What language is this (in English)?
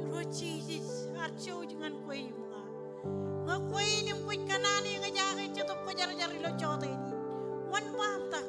Marshallese